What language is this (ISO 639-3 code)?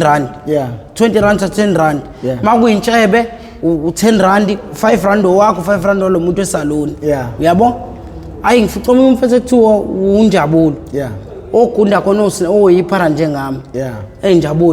zul